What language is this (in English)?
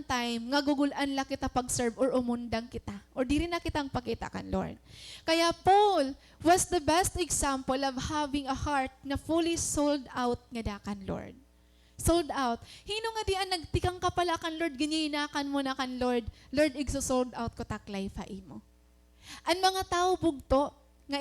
Waray